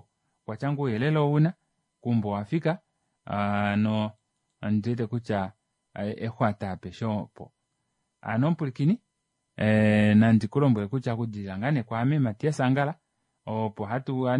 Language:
Kuanyama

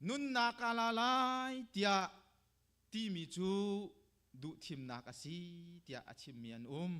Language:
Hakha Chin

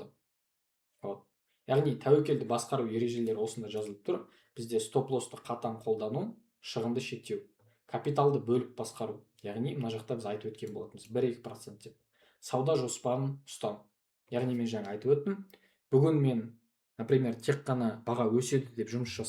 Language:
Kazakh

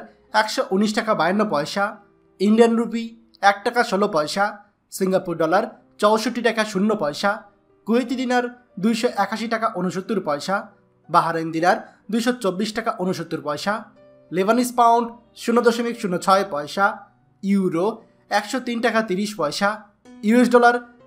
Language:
Bangla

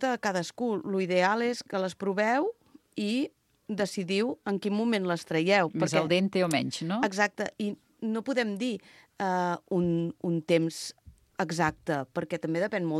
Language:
Catalan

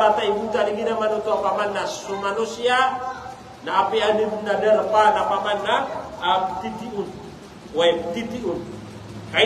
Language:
Maranao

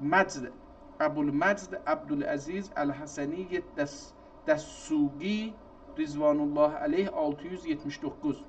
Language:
South Azerbaijani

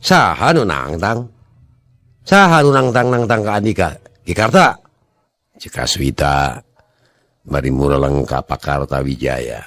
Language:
Sundanese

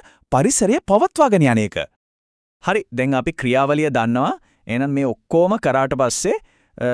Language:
Sinhala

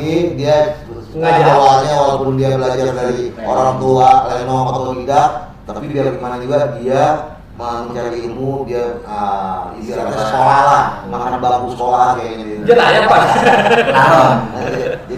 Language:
Betawi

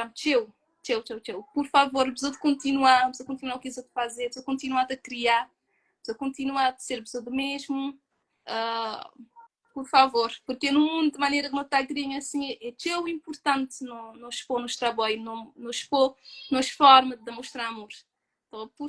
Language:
Kabuverdianu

